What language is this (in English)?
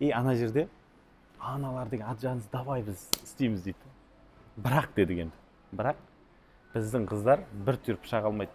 Kazakh